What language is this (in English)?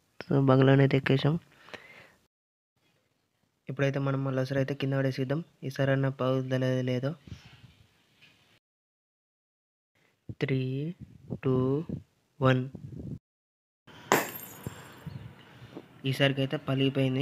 Telugu